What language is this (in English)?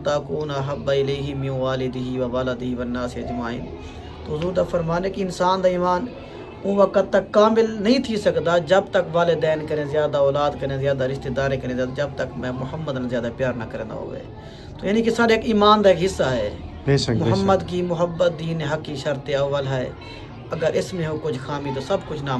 Saraiki